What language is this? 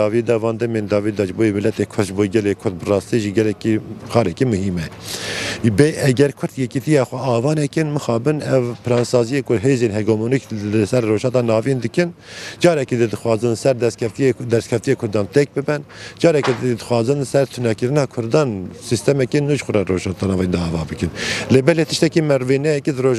Kurdish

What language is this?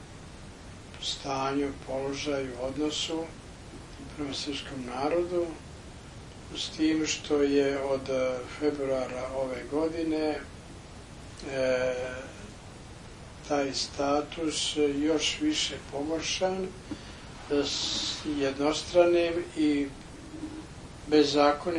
Serbian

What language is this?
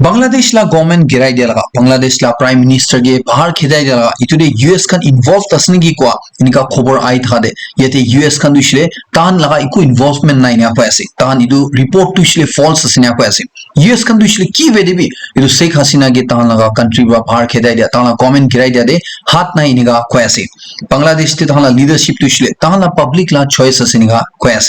Naga Pidgin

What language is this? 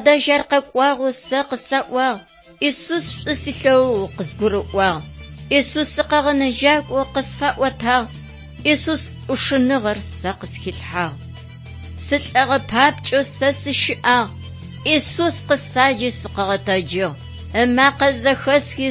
Adyghe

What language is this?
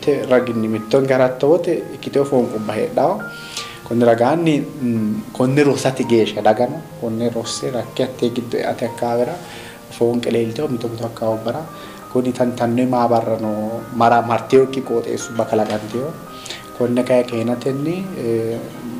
Sidamo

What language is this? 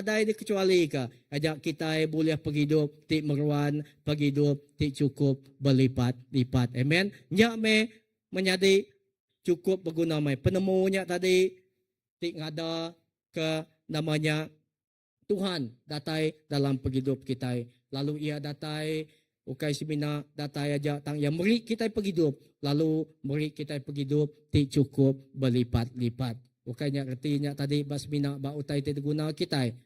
Iban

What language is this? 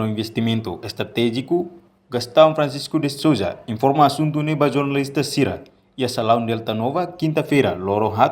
Tetum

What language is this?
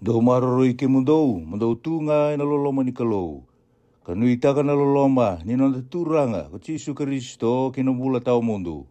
Fijian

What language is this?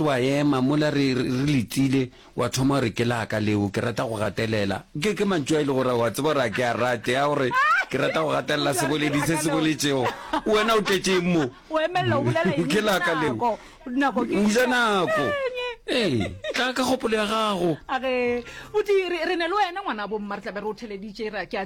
Northern Sotho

